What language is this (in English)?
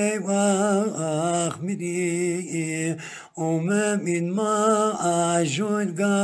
Zaza